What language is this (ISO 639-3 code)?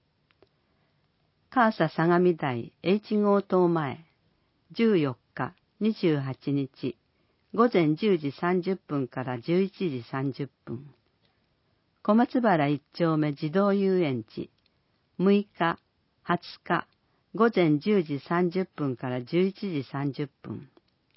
jpn